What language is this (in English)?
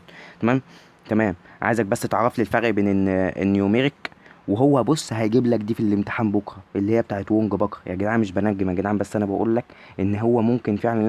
Egyptian Arabic